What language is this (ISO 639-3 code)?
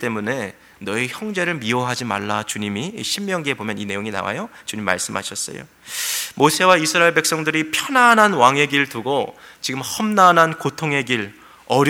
kor